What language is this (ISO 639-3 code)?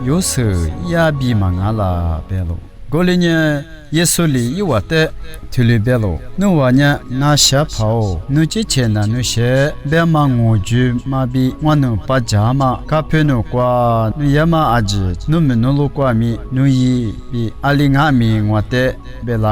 lis